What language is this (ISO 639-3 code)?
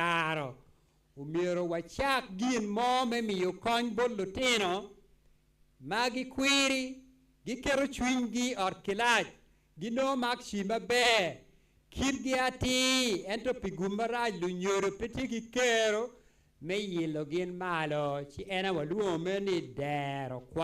ach